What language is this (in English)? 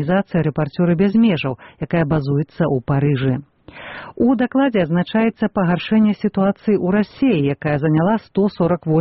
Belarusian